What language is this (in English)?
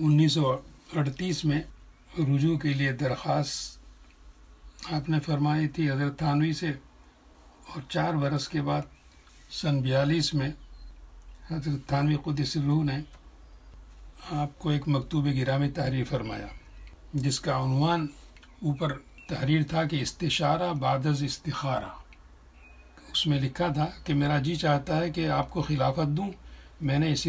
Urdu